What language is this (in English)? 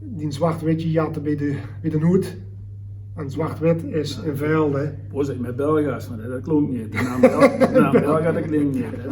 Limburgish